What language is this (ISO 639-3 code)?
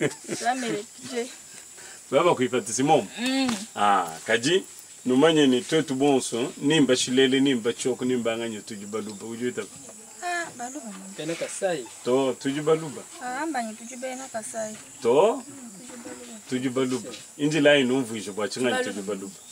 lua